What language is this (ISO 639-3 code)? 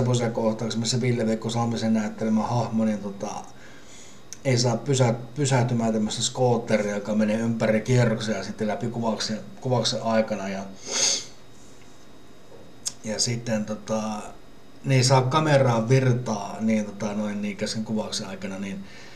fin